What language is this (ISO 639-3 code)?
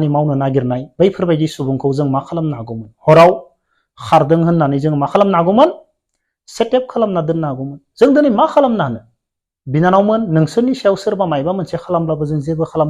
brx